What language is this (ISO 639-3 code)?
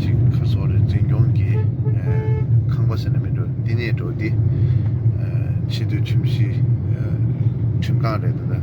bod